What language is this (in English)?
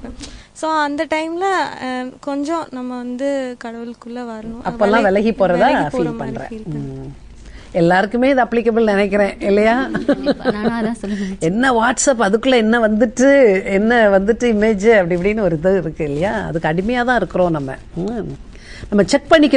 Tamil